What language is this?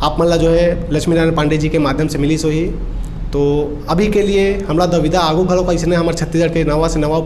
Chhattisgarhi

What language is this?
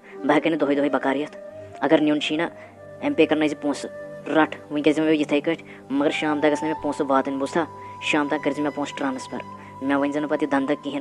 Kashmiri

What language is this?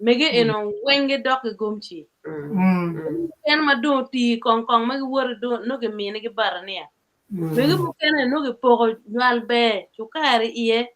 Acoli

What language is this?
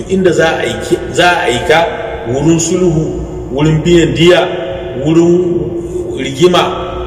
Hausa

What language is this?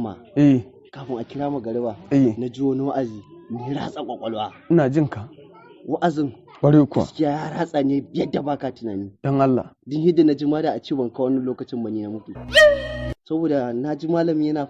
Hausa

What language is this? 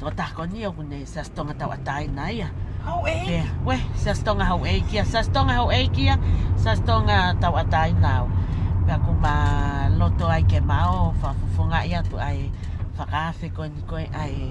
Tongan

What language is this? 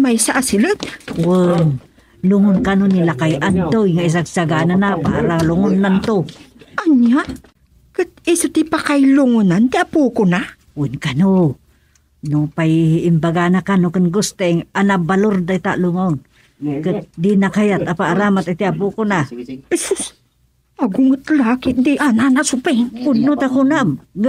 Iloko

